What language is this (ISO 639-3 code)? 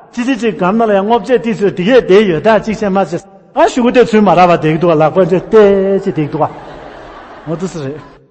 bod